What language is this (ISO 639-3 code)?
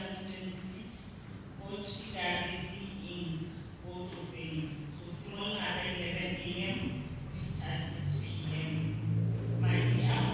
tsn